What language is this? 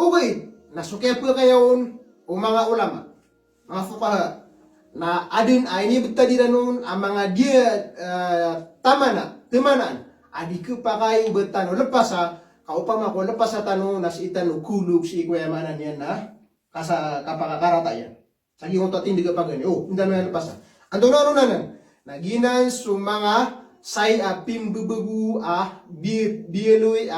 Maranao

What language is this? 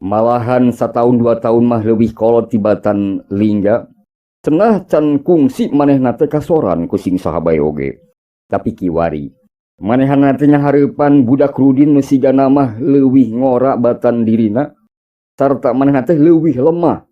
Sundanese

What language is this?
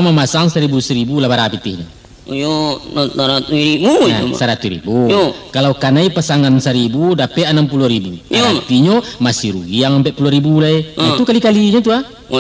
Minangkabau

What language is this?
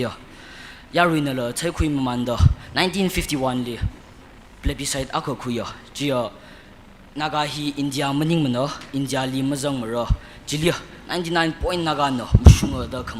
Tangkhul Naga (India)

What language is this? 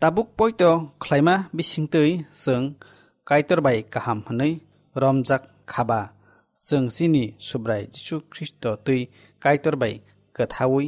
Kok Borok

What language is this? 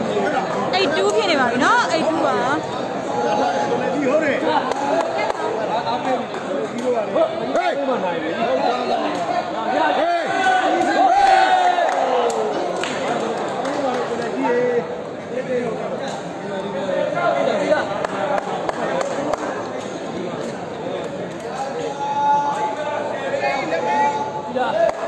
Burmese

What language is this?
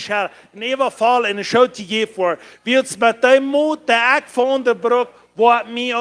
Plautdietsch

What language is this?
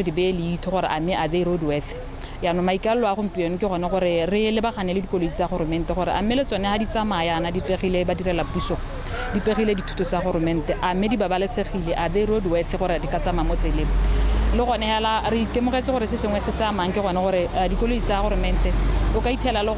Tswana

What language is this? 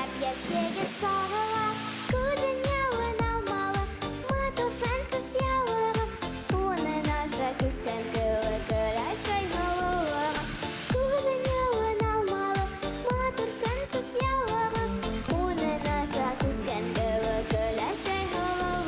Bashkir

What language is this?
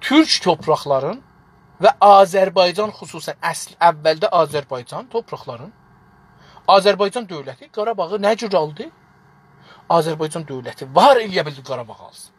South Azerbaijani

